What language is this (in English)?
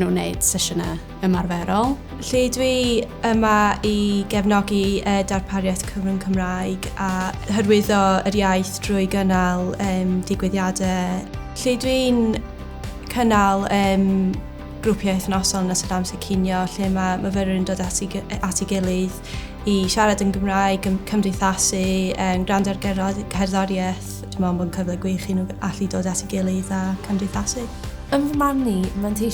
Welsh